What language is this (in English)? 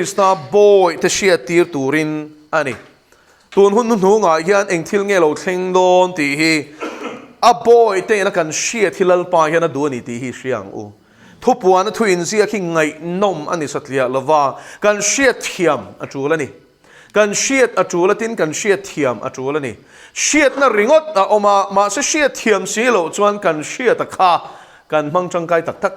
Mizo